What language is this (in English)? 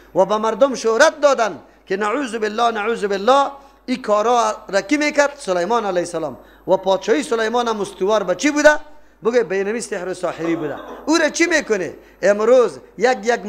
Persian